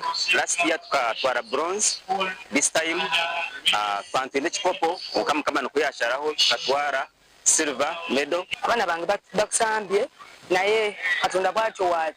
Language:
Nyankole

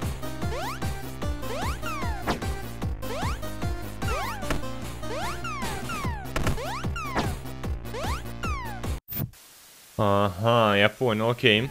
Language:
Russian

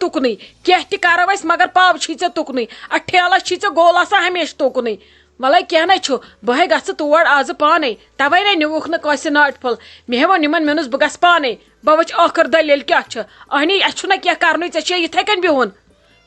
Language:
Kashmiri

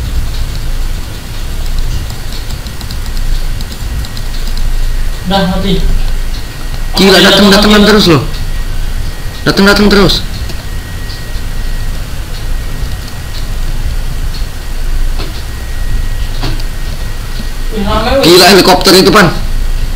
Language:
Indonesian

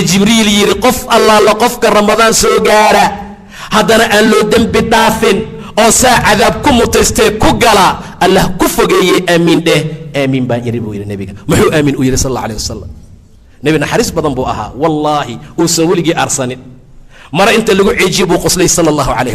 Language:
Somali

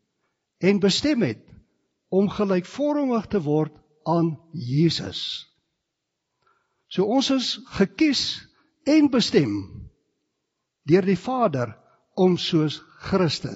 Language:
Afrikaans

